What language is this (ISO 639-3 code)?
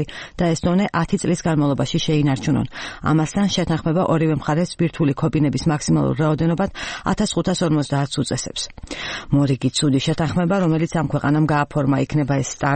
kat